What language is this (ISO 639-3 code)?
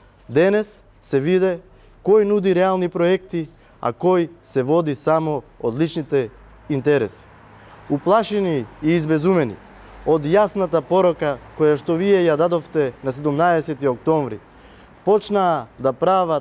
mkd